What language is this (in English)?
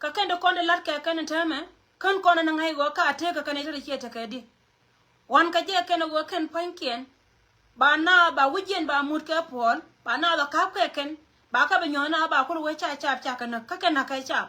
Nuer